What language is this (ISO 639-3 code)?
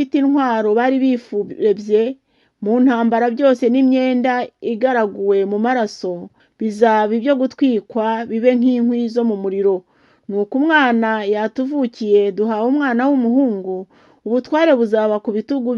kin